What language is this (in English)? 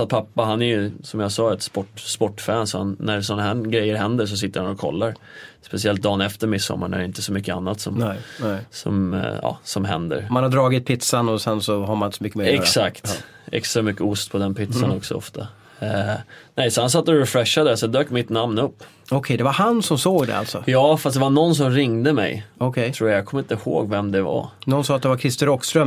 Swedish